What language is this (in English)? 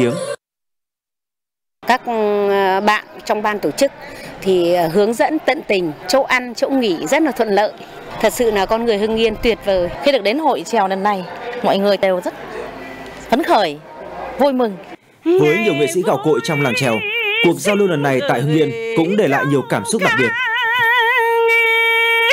Vietnamese